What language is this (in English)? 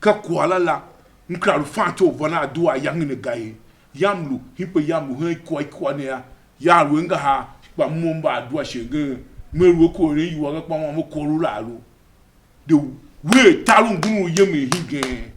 Tiv